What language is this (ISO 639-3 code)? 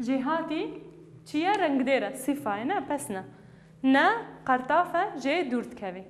kur